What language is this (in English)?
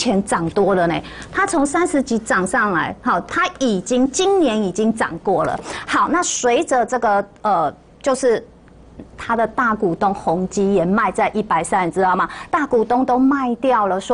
Chinese